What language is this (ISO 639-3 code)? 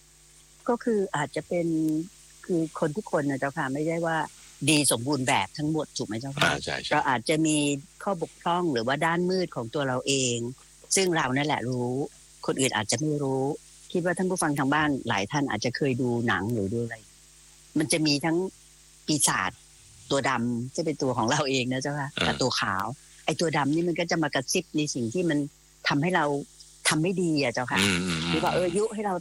tha